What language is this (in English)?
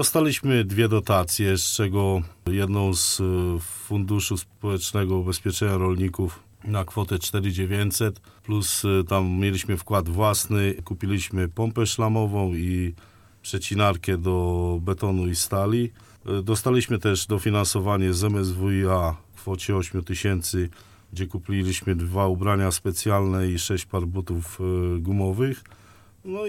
Polish